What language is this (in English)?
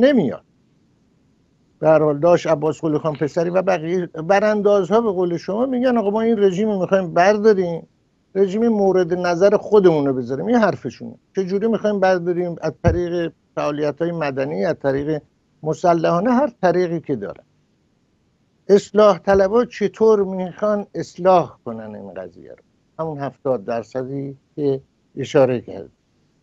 Persian